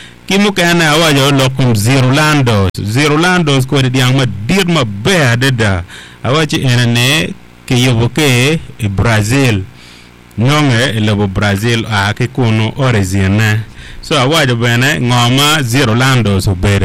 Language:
Acoli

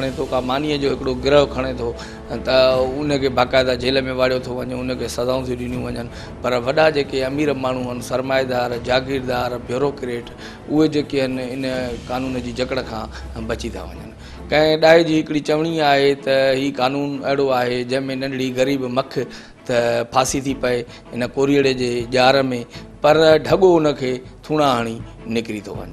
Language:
Sindhi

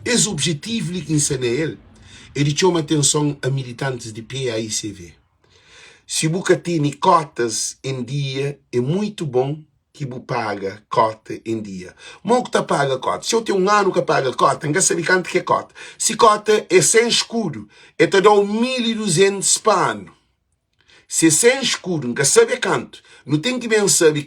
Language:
Kabuverdianu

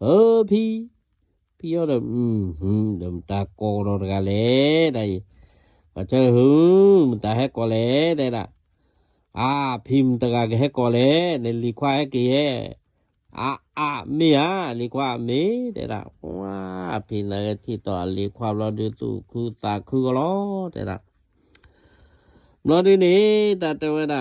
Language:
S'gaw Karen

